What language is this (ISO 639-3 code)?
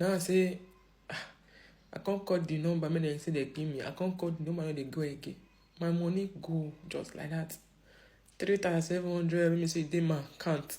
pcm